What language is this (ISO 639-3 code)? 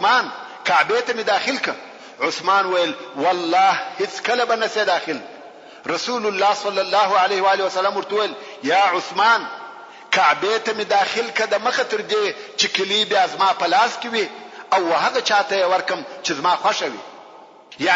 pus